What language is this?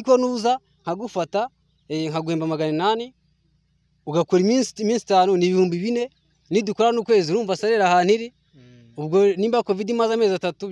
Kinyarwanda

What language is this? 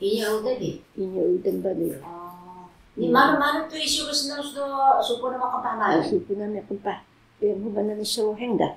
Taroko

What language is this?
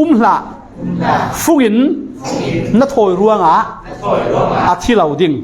Falam Chin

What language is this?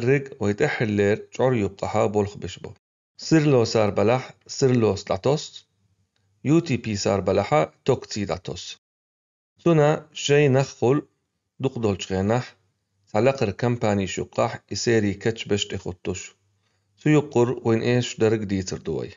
Chechen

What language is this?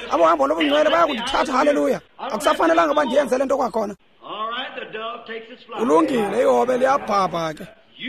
Xhosa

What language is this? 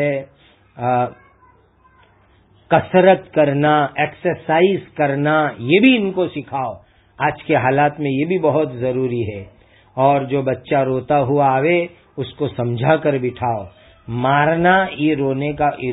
Urdu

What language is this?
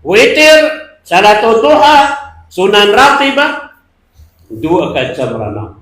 Maranao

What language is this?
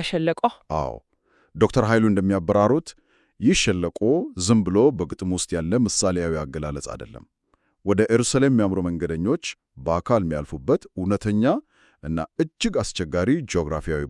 Amharic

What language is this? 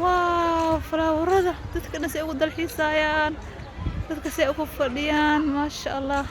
Somali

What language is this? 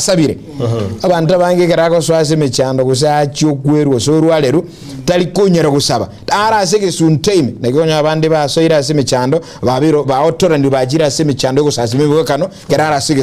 Gusii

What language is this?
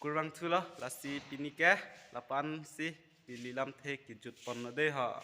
Karbi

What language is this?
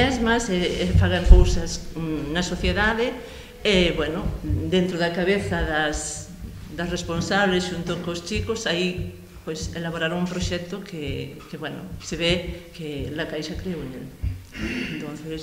Galician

